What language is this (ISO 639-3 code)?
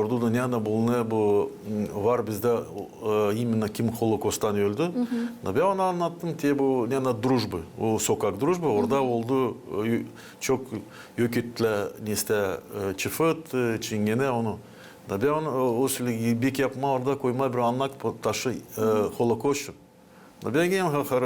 gag